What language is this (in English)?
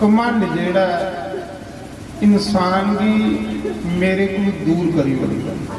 Dogri